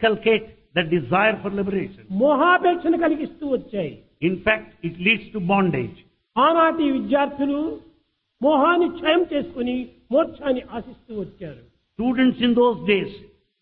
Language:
Telugu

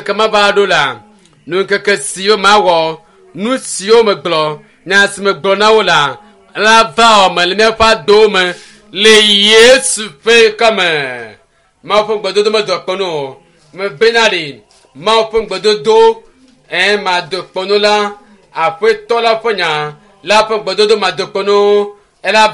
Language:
Ewe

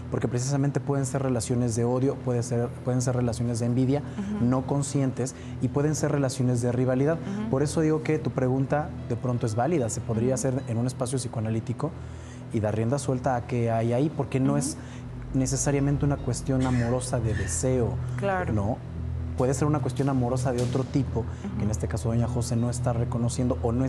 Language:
Spanish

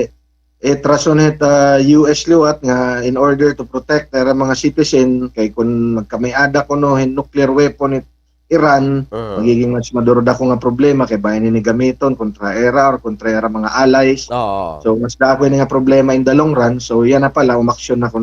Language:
Waray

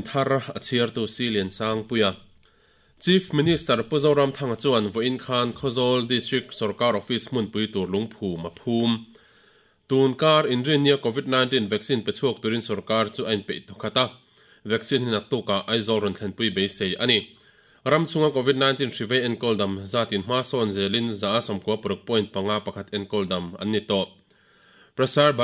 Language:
Mizo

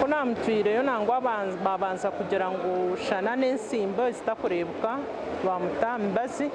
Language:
Nyankole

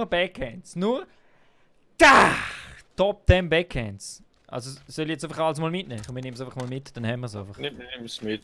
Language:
Swiss German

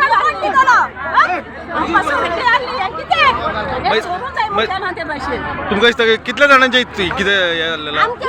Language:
Konkani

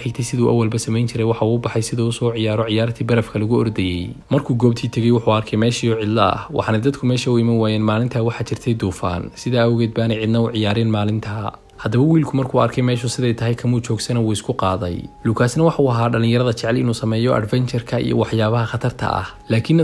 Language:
Somali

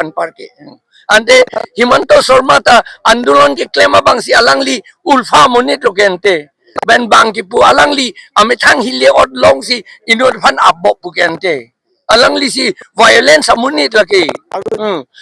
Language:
Karbi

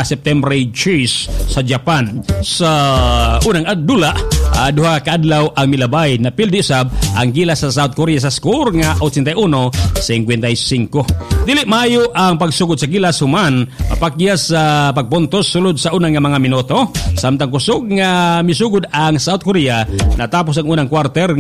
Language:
Cebuano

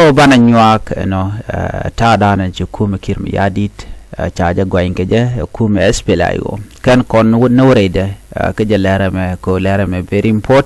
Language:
Nuer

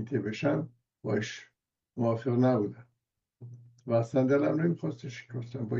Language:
Persian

